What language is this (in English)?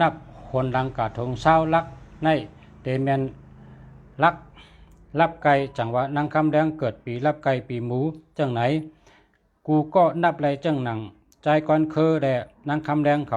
Shan